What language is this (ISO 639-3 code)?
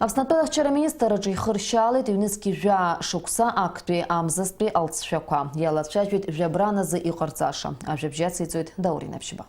abk